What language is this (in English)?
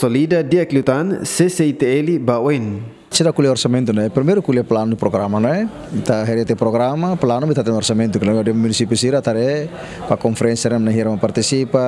Tetum